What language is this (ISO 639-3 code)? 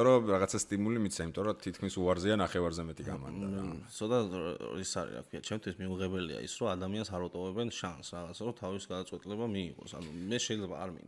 kat